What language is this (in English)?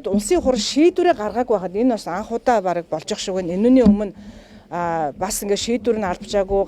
Mongolian